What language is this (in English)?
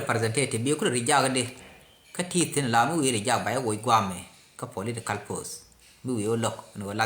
Nuer